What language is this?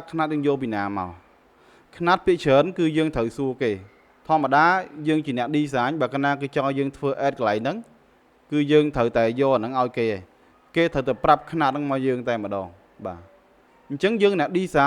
Khmer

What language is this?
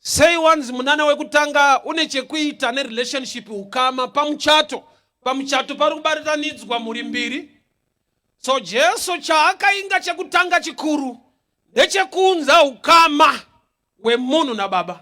Shona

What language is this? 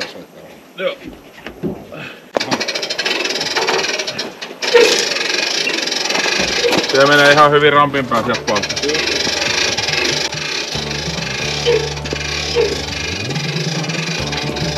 Finnish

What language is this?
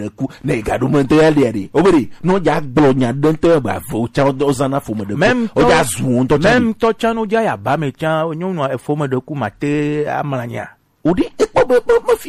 Gen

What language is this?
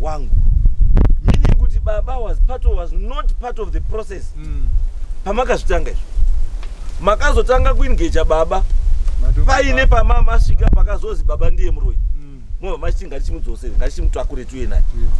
Shona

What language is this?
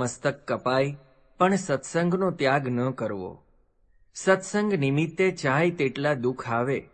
Gujarati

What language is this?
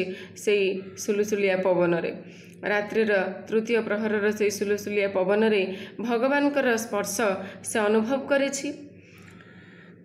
Odia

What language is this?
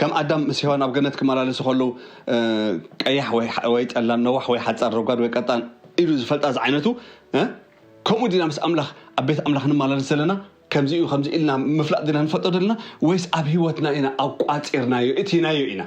Tigrinya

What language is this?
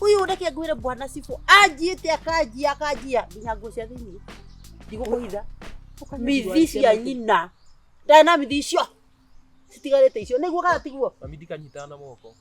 Kikuyu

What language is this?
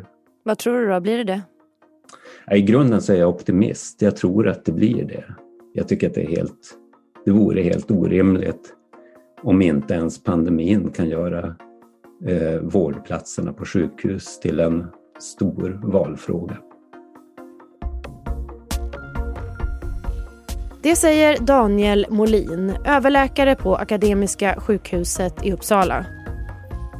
Swedish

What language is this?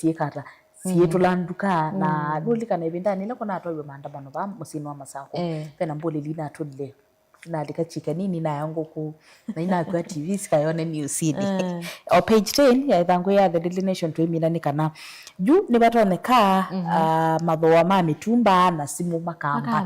Kamba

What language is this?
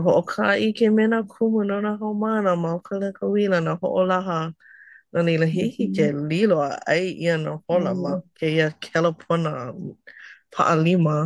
Hawaiian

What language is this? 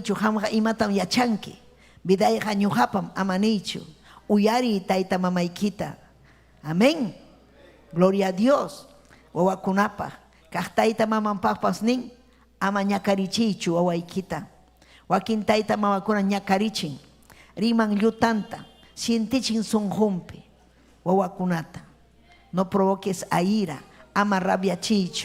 Ayacucho Quechua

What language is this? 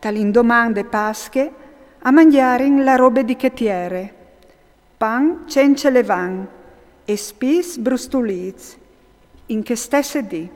Friulian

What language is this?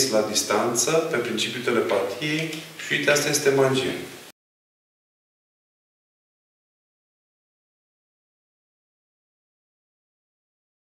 Romanian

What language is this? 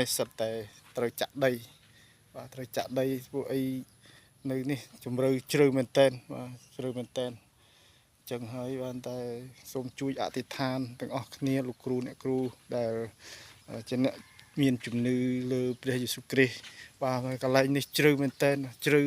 Khmer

